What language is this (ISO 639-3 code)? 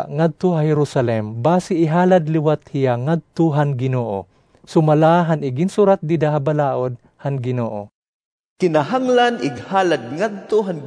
war